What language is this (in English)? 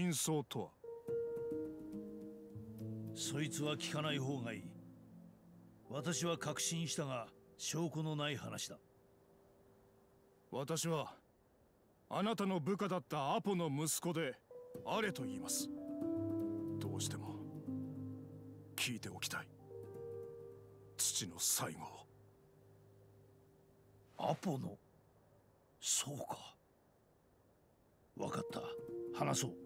Japanese